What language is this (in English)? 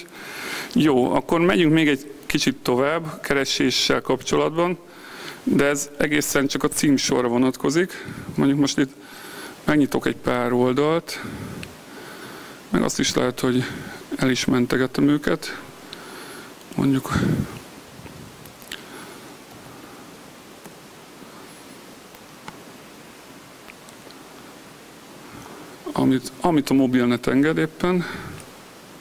Hungarian